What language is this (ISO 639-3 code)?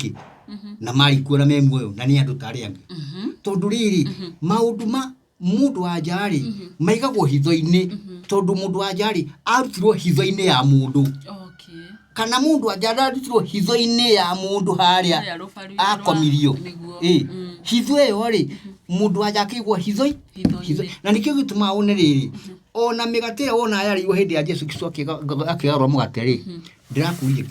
kik